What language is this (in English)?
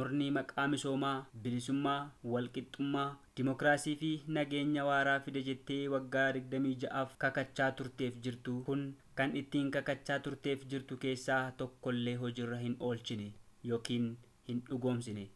Oromo